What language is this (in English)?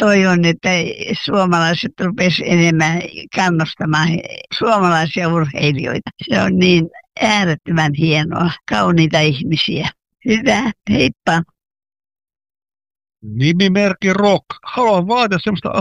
Finnish